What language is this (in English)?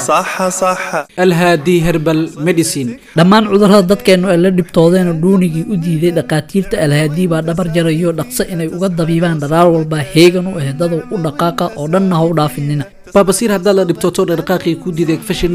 Somali